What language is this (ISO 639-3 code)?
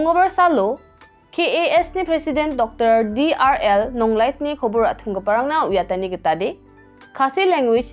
grt